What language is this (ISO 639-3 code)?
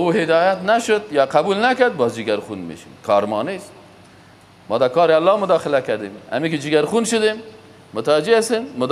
fas